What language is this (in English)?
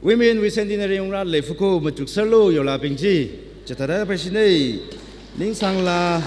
Tangkhul Naga (India)